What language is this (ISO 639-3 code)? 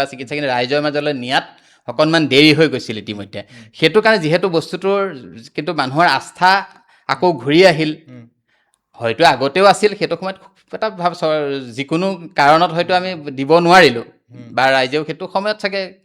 asm